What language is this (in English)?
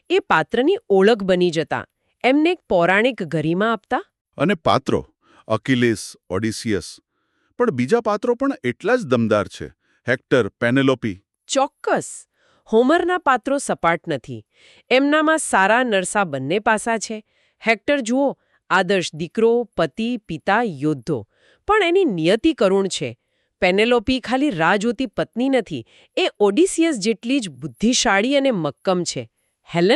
Gujarati